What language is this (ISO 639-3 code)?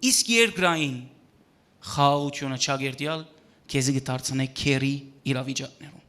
hyw